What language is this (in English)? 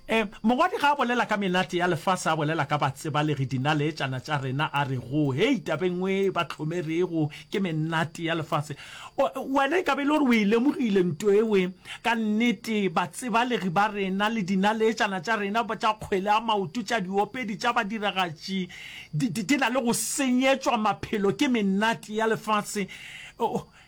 Northern Sotho